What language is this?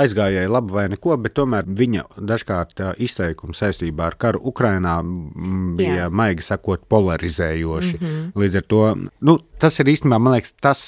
Latvian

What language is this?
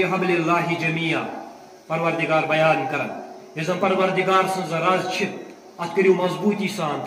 Kashmiri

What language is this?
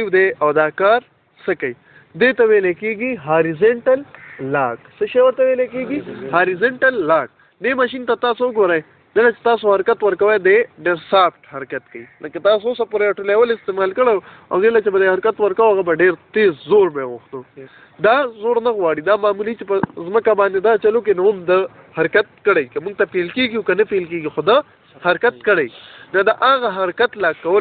Pashto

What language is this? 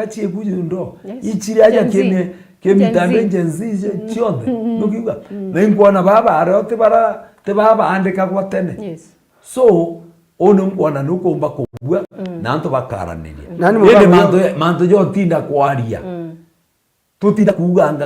Meru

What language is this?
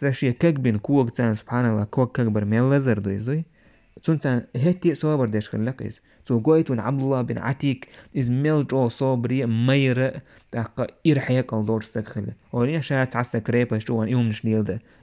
Chechen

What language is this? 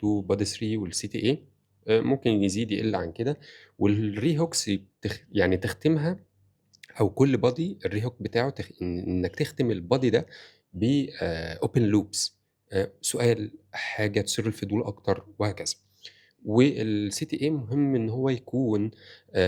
Egyptian Arabic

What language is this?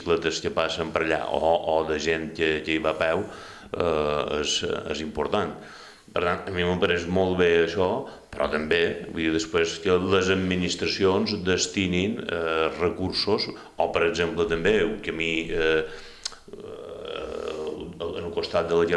Catalan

